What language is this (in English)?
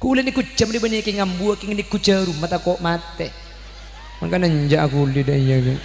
Madurese